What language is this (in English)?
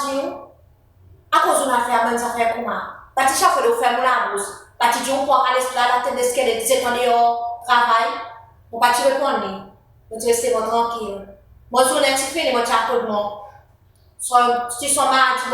Seselwa Creole French